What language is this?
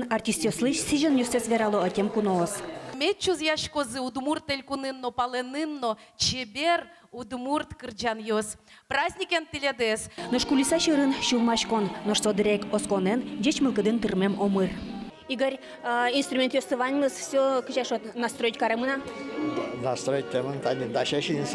Udmurt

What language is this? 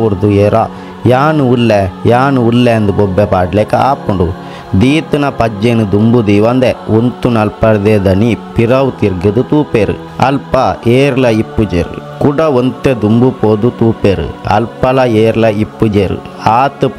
Tulu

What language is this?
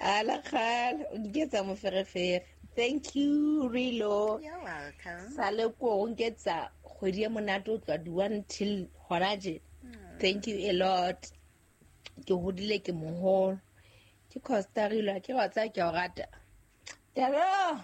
Southern Sotho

